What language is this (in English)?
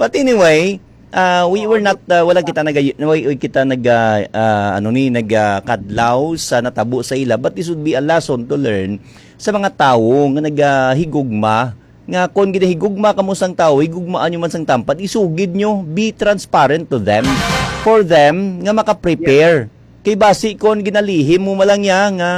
Hiligaynon